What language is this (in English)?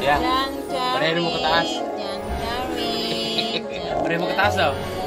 Cebuano